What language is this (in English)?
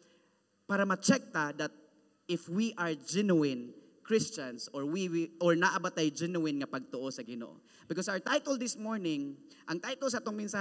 Cebuano